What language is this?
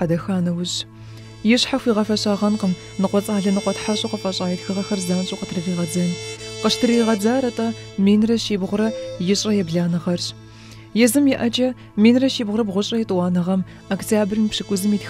Kabardian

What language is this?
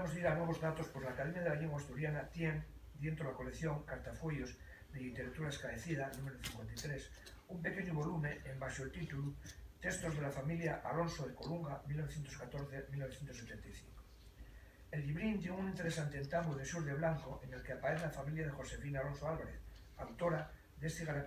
Asturian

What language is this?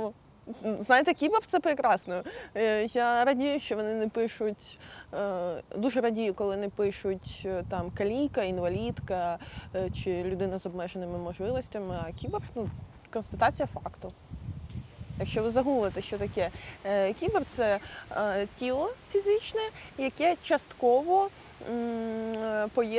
Ukrainian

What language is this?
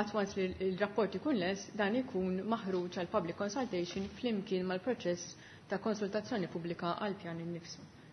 Maltese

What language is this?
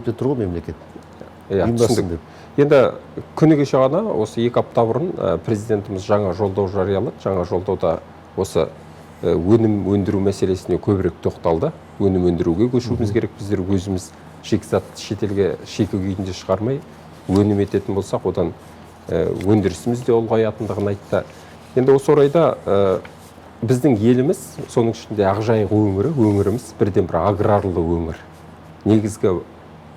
Kazakh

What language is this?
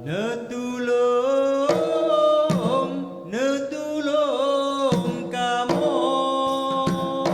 Achinese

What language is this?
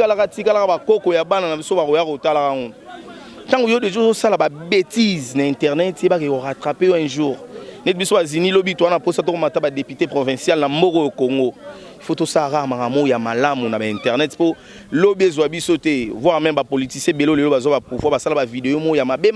Lingala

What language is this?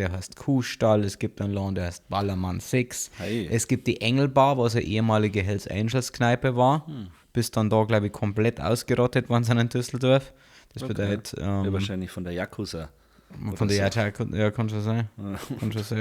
Bavarian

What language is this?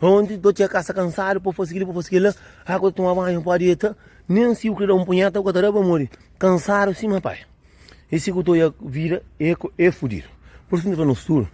Kabuverdianu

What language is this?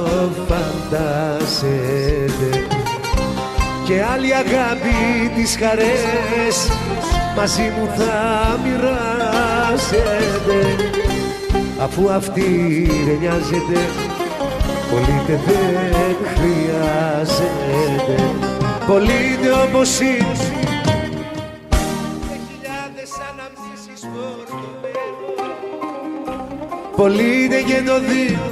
Greek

